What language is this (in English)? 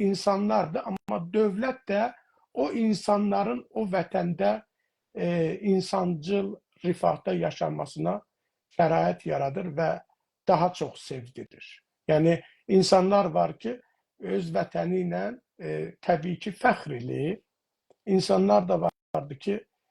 South Azerbaijani